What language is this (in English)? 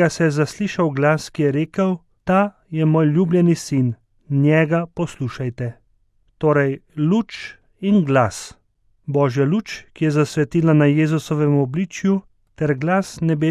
Slovenian